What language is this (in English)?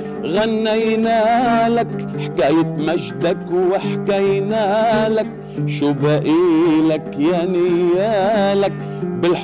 North Levantine Arabic